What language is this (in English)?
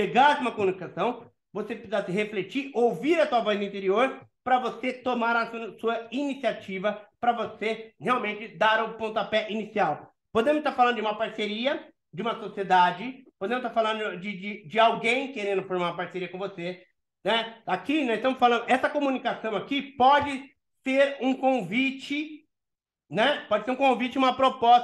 Portuguese